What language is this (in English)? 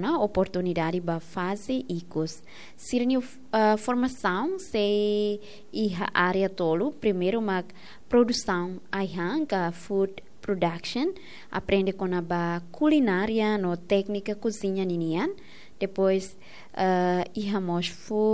Tetum